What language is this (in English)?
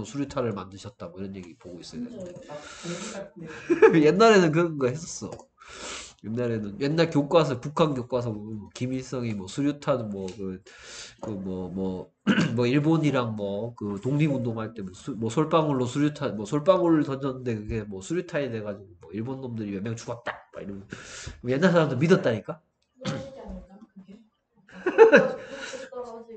Korean